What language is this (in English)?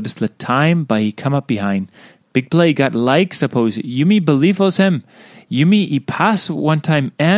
Tok Pisin